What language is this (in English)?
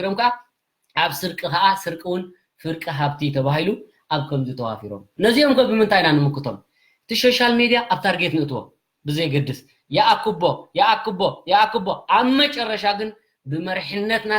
Tigrinya